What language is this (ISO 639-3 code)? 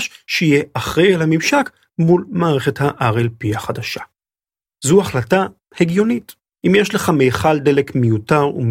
heb